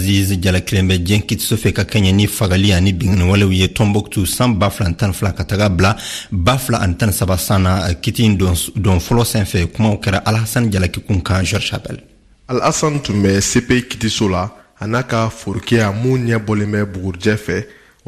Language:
Bambara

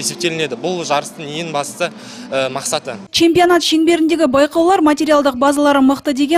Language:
Kazakh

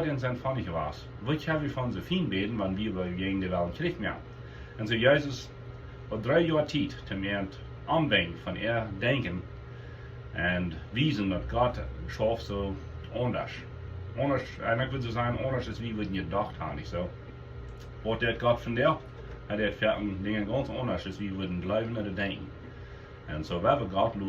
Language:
Plautdietsch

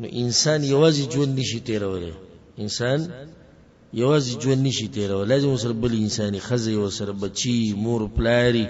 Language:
Pashto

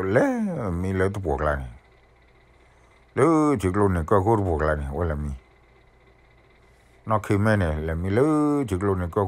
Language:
S'gaw Karen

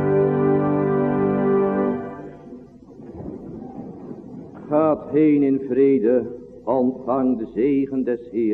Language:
Dutch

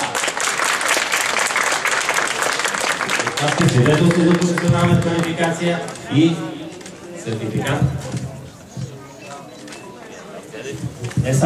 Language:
Bulgarian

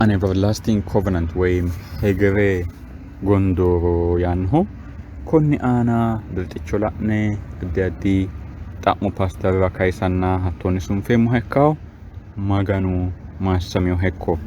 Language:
Sidamo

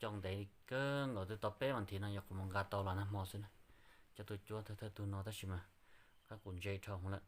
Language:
Hmong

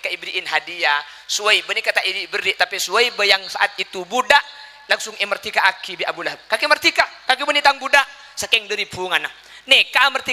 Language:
Madurese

